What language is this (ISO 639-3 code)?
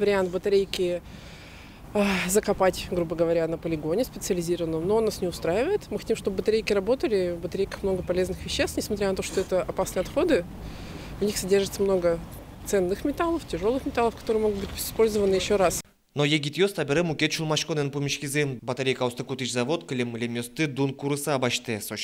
udm